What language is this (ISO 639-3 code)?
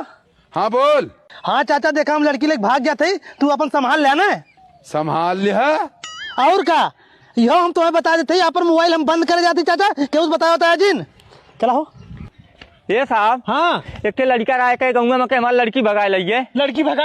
awa